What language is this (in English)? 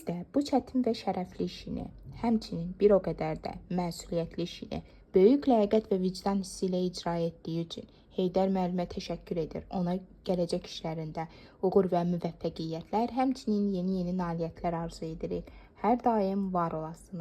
Azerbaijani